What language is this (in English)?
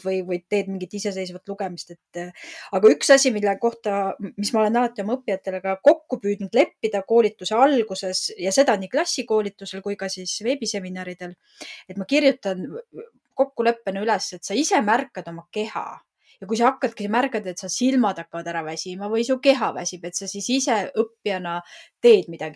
Estonian